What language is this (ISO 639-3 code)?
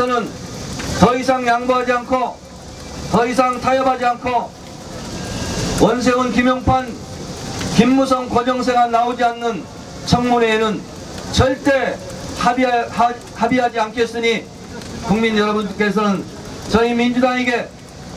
kor